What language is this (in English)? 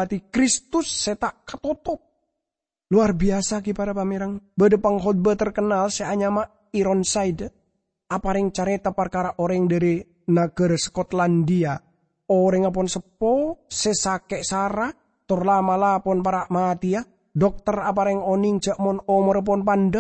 Madurese